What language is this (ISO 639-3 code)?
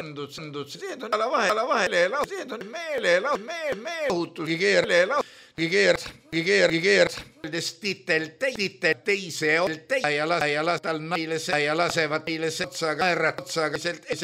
est